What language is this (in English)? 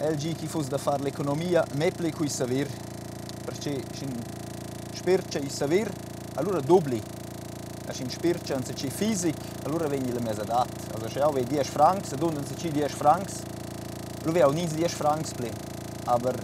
Romansh